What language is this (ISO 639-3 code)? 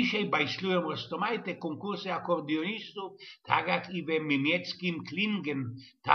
szl